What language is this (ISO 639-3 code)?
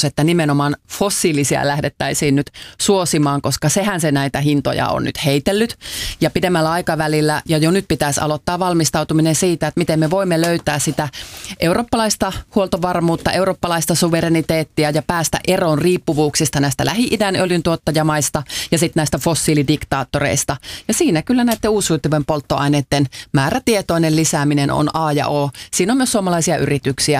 fin